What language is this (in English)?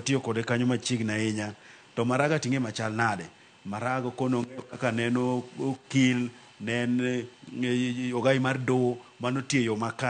Luo (Kenya and Tanzania)